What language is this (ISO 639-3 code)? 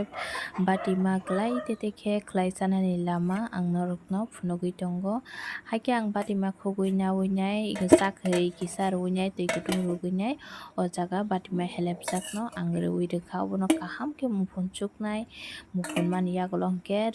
trp